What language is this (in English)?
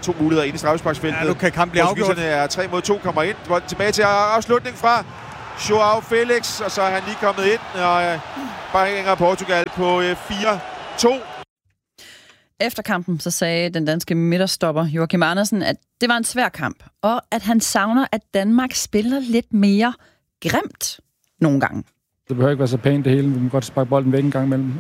Danish